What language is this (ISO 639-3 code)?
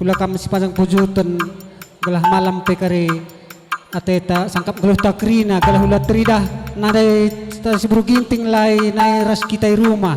btx